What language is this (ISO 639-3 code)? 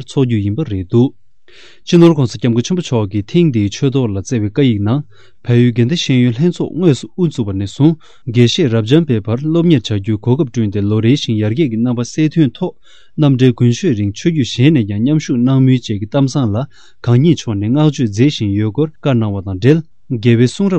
bod